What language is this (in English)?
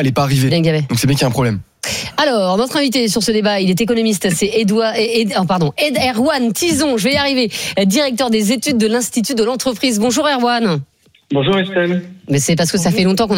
French